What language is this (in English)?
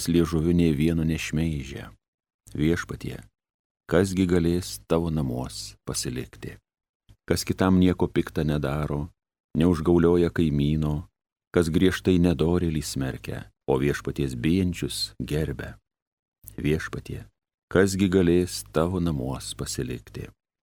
Lithuanian